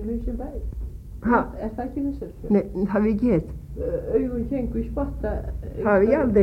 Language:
Icelandic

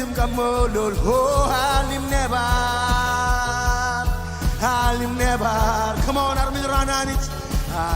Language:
Marshallese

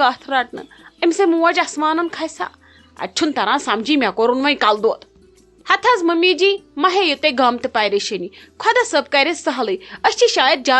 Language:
Kashmiri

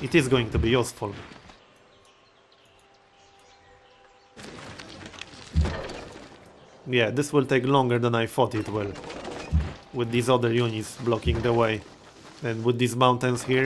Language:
English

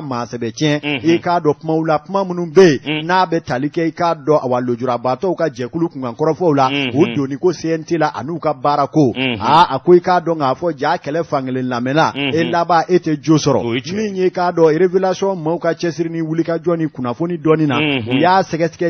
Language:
Bambara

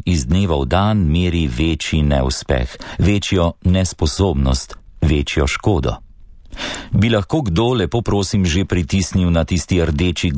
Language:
Slovenian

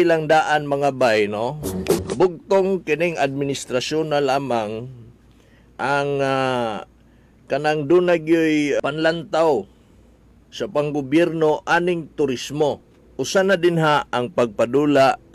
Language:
Cebuano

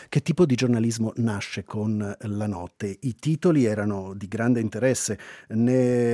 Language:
Italian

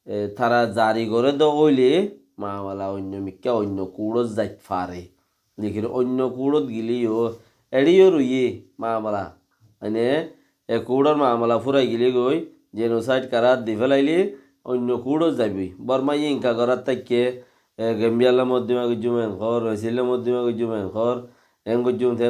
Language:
Rohingya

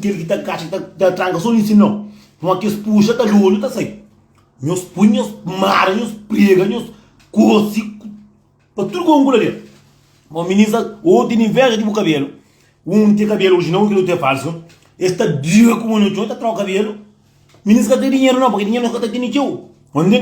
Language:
Kabuverdianu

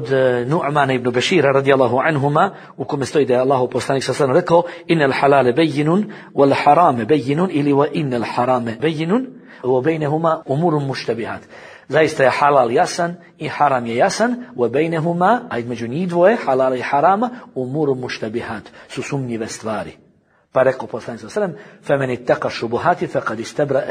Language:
Bosnian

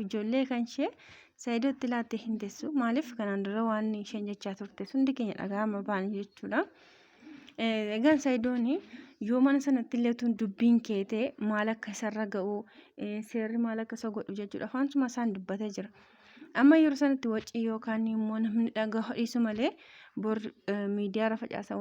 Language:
Oromo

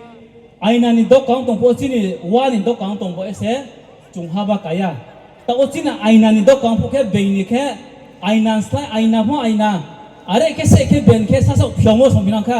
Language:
Riang (India)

